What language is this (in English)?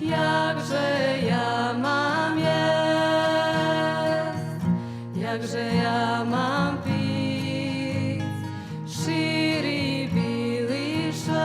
Rusyn